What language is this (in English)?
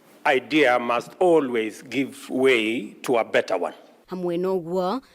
Kikuyu